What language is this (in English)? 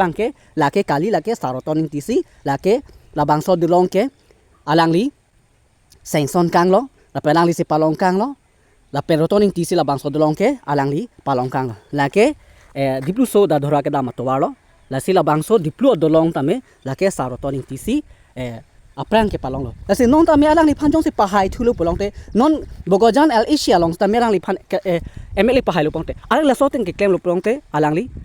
Karbi